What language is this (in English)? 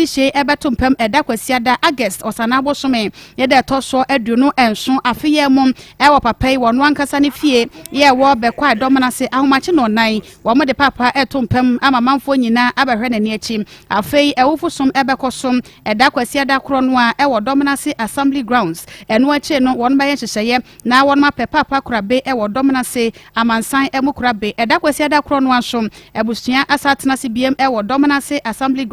Akan